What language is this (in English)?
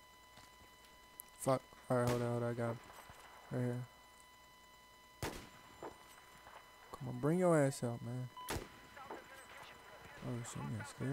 English